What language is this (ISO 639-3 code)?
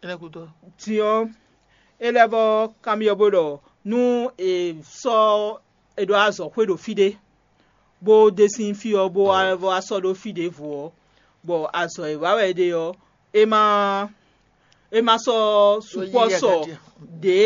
fon